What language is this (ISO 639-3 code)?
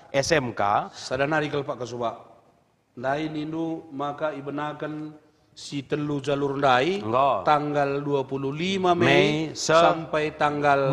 btx